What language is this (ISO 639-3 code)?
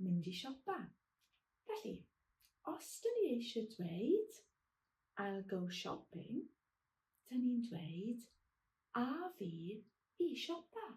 cym